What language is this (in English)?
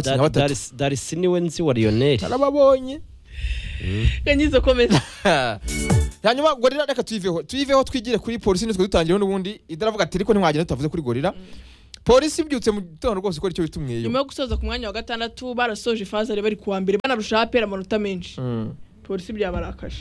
Kinyarwanda